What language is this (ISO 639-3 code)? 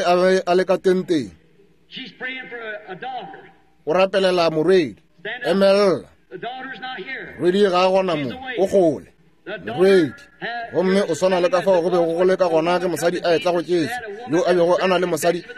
nso